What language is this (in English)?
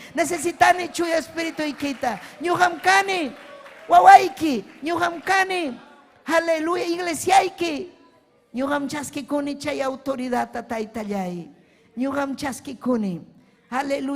Ayacucho Quechua